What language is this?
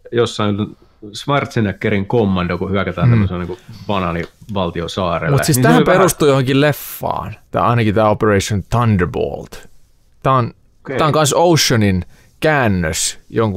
Finnish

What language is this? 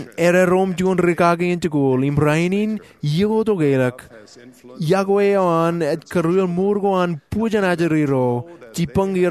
Marshallese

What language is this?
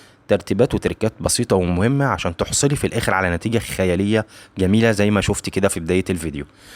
Egyptian Arabic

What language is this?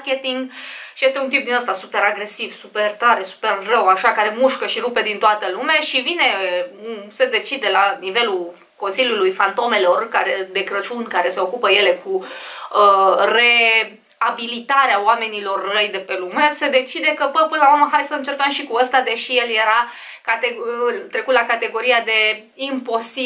Romanian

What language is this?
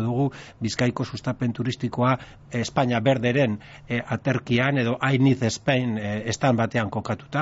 Basque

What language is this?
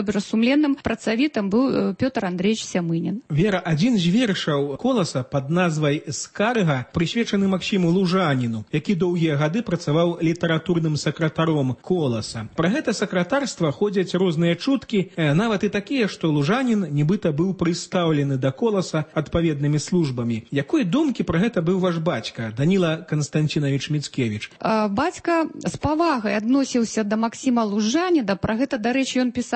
Belarusian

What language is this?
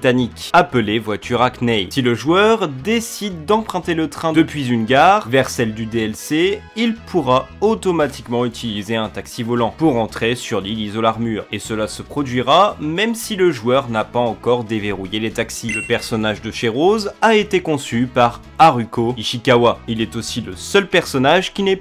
French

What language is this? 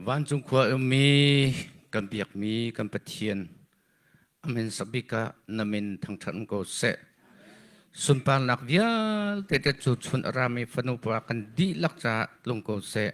Hakha Chin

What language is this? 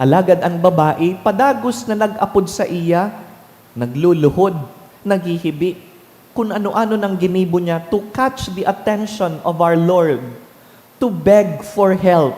Bikol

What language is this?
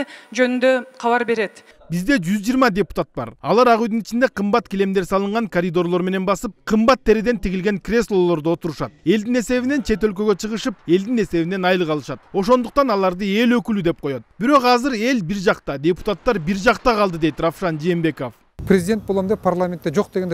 Kyrgyz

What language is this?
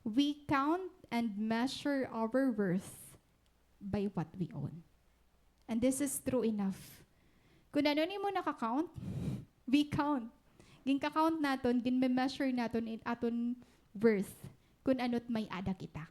Waray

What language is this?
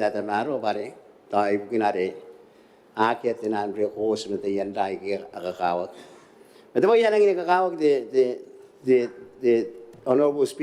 Gilbertese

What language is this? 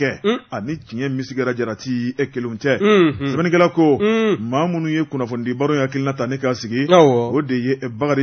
Bambara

